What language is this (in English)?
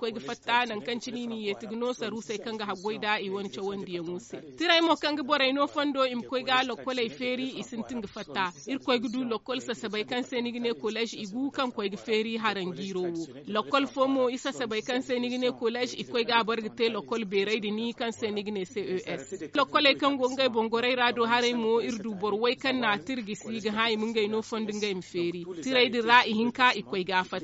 Zarma